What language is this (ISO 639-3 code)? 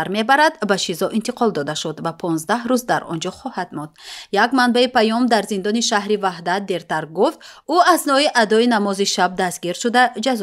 tgk